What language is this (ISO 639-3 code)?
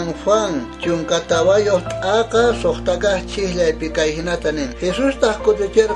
quh